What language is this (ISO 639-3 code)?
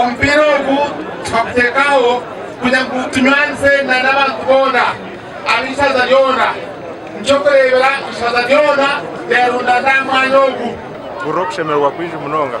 nyn